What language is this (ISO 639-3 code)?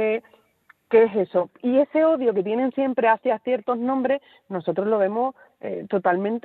spa